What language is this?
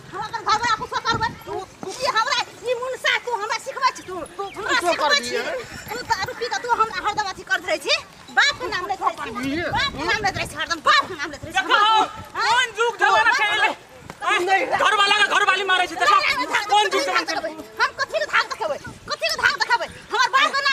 Maithili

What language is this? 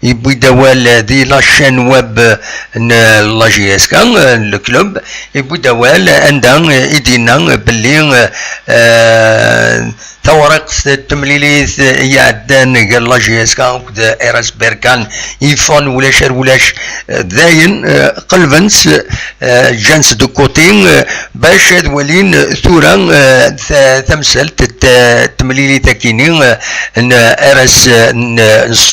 Kabyle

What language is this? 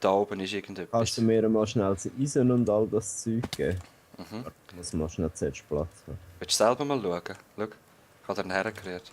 Swiss German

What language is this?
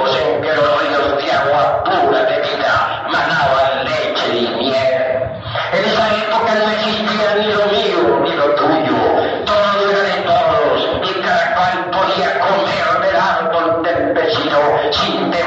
Spanish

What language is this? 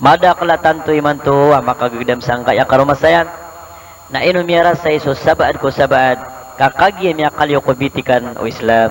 Maranao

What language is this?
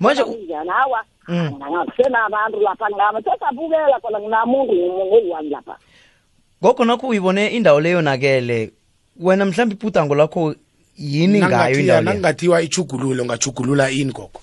South Ndebele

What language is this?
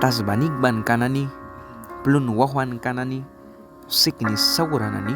Mískito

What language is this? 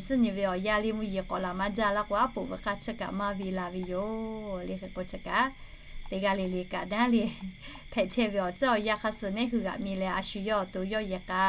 Lahu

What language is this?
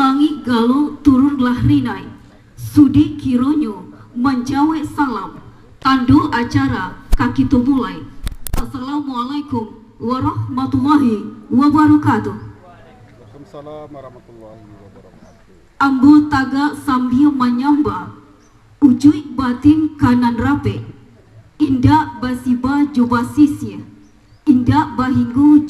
Minangkabau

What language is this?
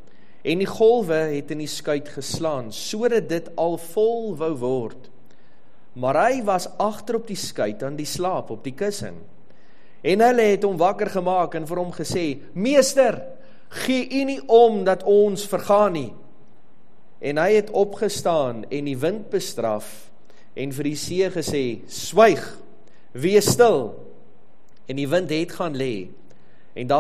Afrikaans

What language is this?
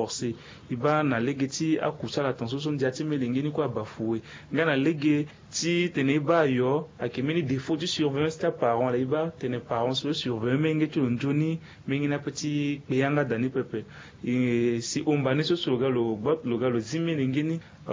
Sango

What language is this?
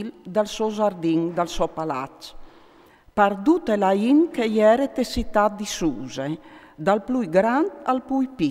Friulian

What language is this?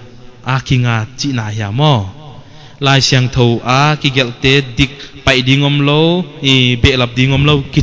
Paite Chin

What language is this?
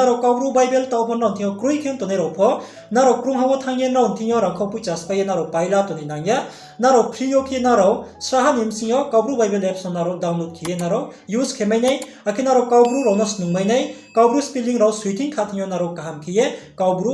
Riang (India)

